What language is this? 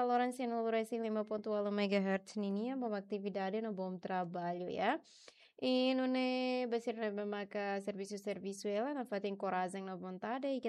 Tetum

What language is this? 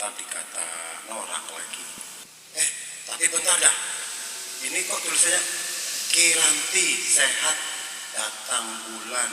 Betawi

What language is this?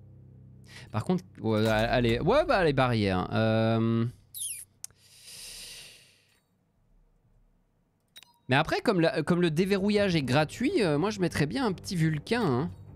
French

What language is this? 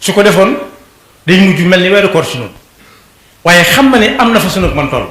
Wolof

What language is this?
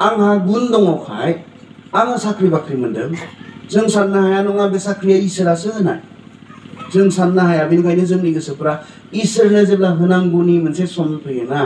Bodo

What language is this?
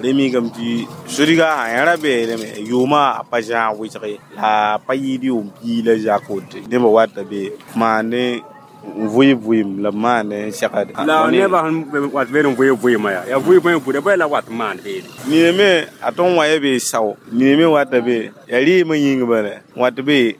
Mossi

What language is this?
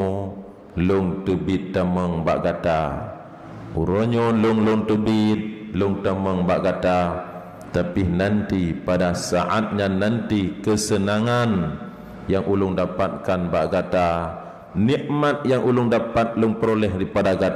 Achinese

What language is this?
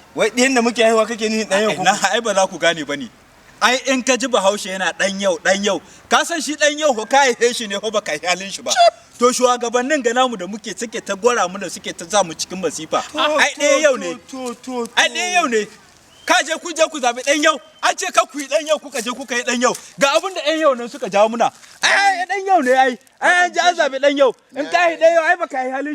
Hausa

